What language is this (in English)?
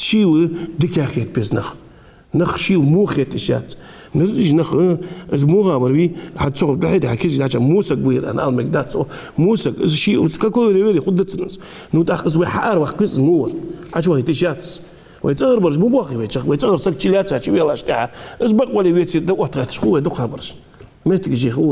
Ingush